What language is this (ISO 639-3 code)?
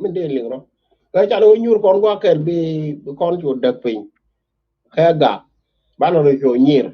nus